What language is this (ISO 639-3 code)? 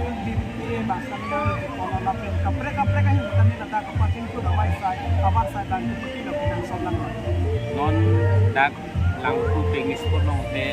mjw